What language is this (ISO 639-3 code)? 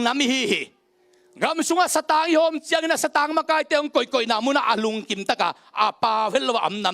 ctd